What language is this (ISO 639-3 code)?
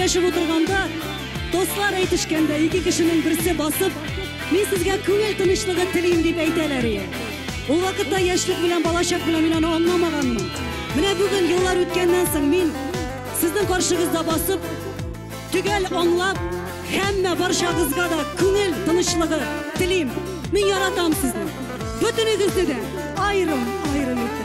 tat